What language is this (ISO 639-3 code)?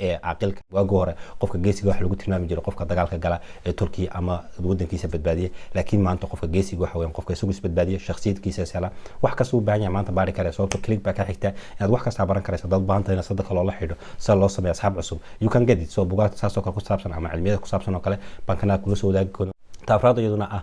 som